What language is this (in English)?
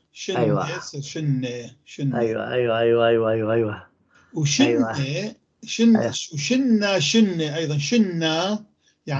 North Levantine Arabic